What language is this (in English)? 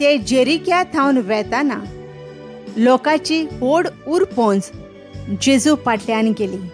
Konkani